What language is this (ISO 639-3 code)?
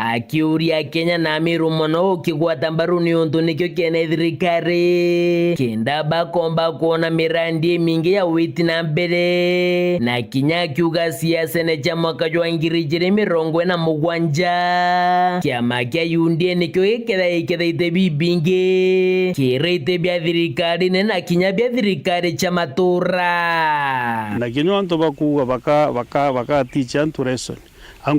mer